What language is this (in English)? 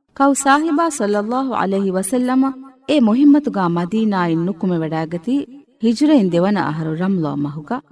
Divehi